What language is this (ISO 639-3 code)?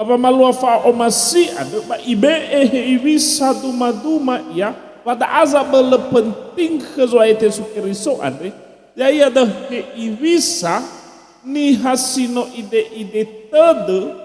nia